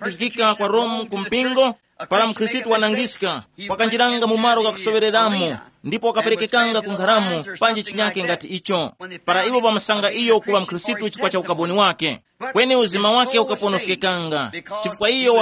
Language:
Tumbuka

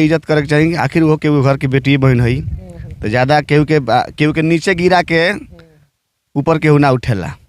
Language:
Bhojpuri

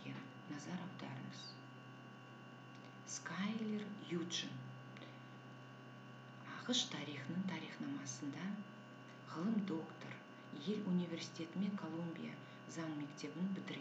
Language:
Kazakh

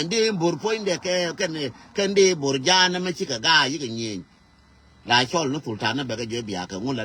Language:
Nuer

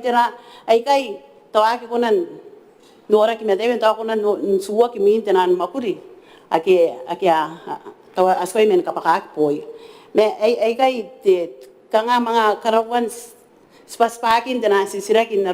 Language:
Gilbertese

